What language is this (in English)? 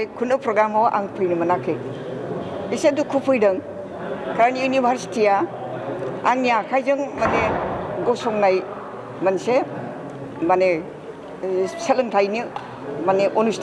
Bodo